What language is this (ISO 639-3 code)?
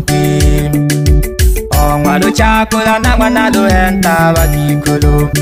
swa